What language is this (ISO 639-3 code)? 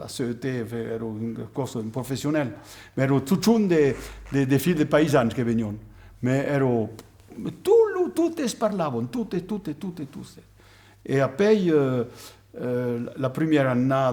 oci